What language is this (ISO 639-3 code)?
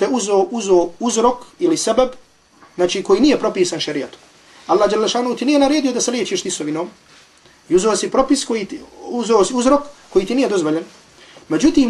bos